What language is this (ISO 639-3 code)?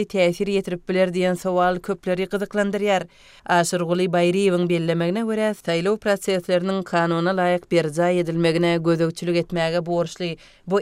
tuk